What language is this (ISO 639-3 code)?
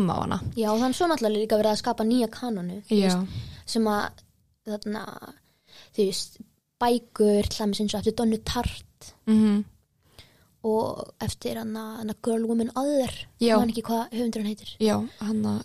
isl